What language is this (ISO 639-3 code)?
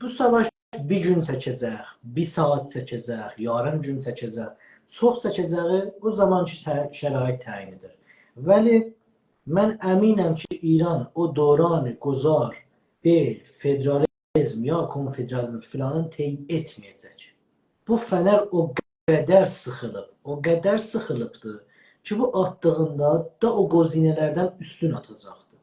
azb